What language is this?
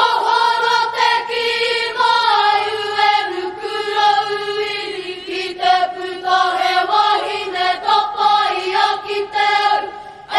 Māori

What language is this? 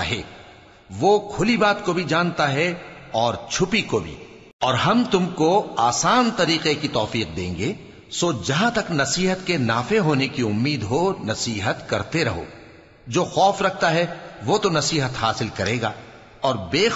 Urdu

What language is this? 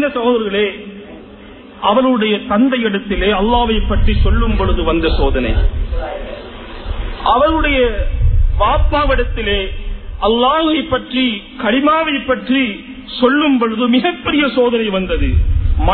Tamil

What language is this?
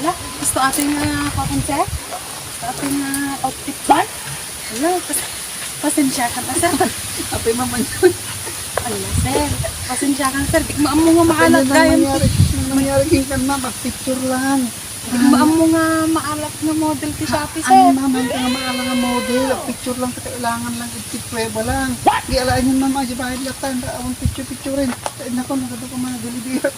Iloko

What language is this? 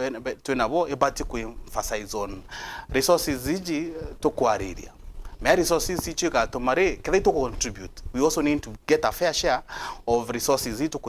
Meru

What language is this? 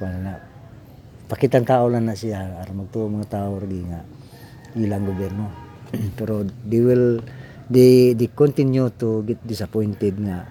Cebuano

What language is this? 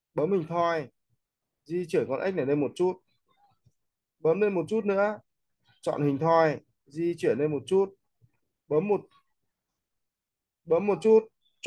Vietnamese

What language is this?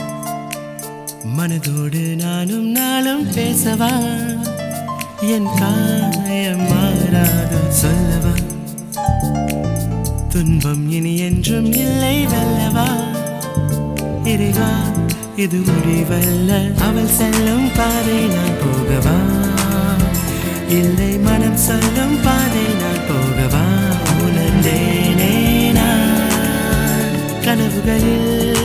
Tamil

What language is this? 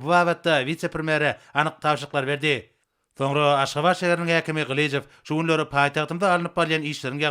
Turkmen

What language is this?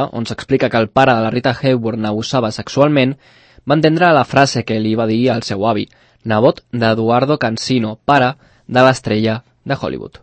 Catalan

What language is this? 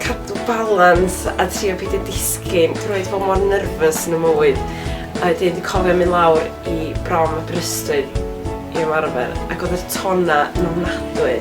Welsh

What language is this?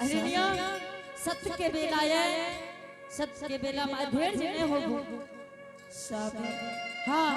Angika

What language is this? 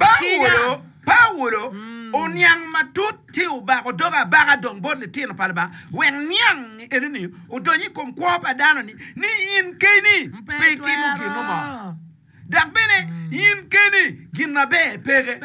Acoli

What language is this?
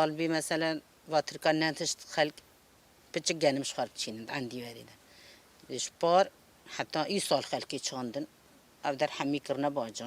Kurdish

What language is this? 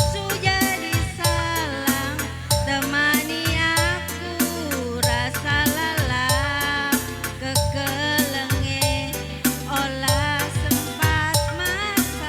Batak Karo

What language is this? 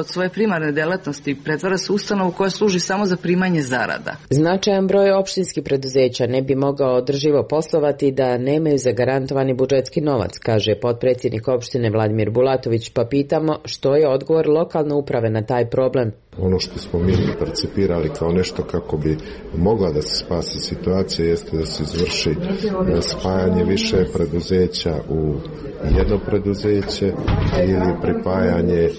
Serbian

